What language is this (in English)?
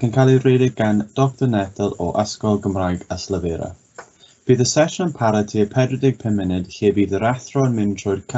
Welsh